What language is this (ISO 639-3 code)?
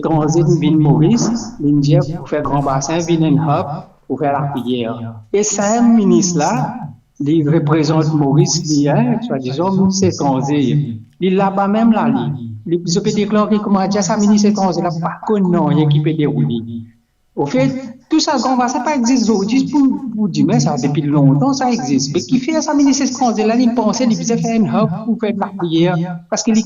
mfe